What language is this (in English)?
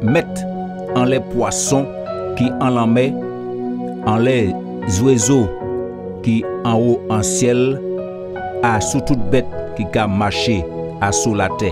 Guadeloupean Creole French